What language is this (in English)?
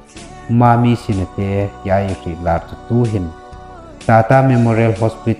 Hmar